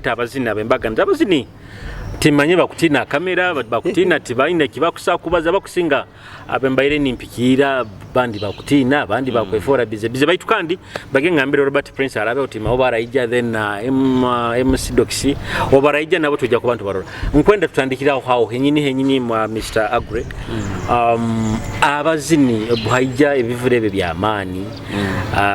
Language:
Nyoro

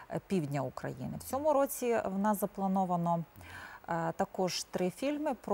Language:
Ukrainian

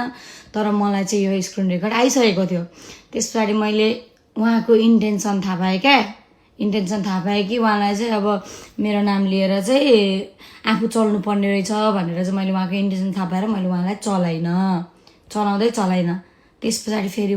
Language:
Nepali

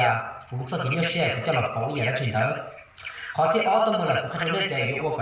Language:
Hmong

